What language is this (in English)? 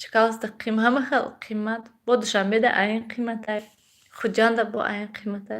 Tajik